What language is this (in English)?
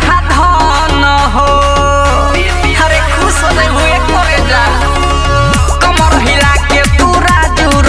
Bhojpuri